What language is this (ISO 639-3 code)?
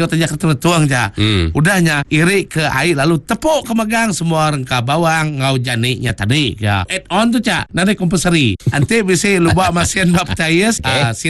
iba